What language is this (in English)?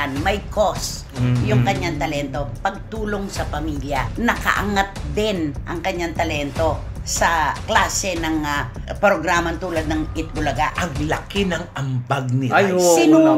Filipino